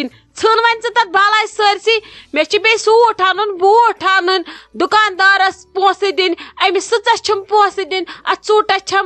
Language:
Kashmiri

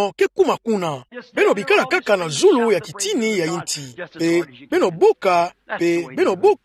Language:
Kituba (Democratic Republic of Congo)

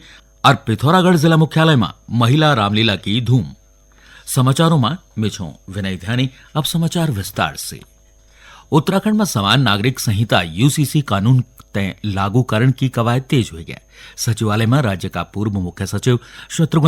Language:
Garhwali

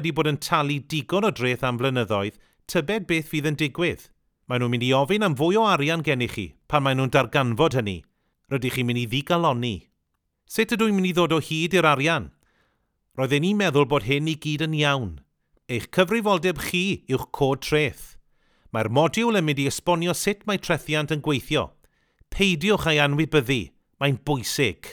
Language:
Welsh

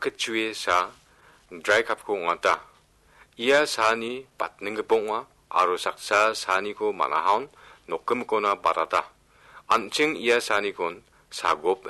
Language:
Garo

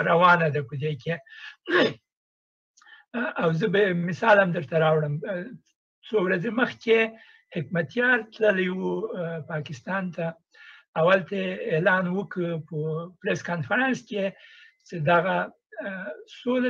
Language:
Pashto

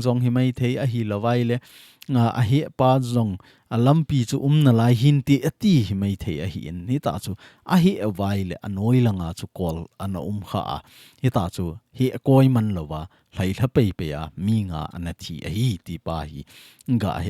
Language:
Thado Chin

